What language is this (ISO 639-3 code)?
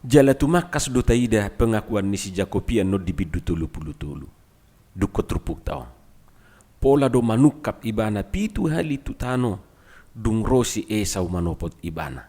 bbc